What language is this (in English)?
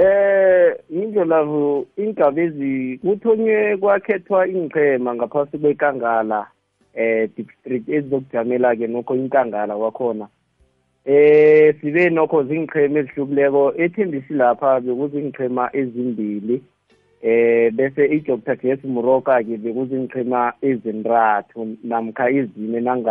South Ndebele